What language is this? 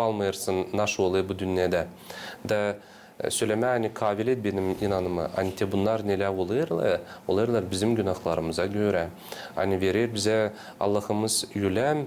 Gagauz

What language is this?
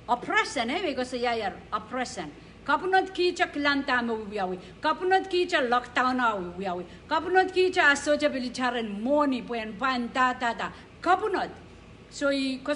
Pohnpeian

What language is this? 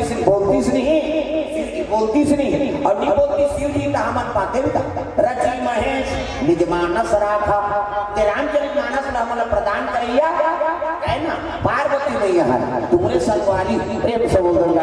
Chhattisgarhi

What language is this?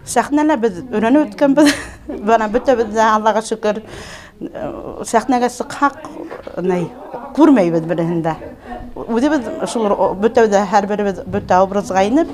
Bashkir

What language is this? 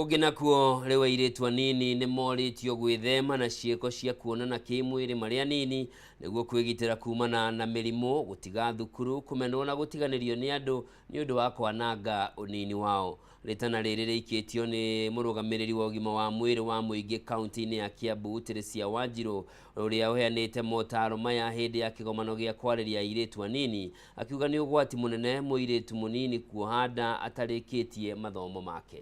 Kikuyu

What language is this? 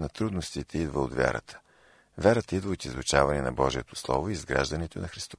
Bulgarian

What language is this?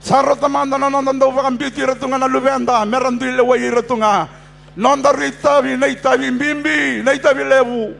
Fijian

